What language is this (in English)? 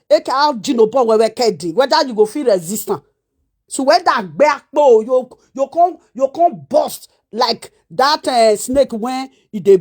Nigerian Pidgin